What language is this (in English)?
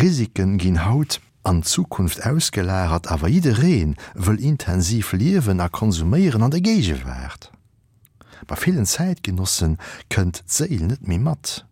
Luxembourgish